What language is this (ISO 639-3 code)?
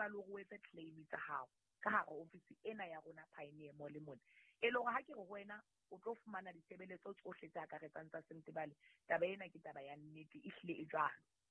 sot